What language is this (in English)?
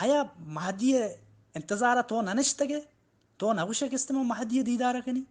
Baluchi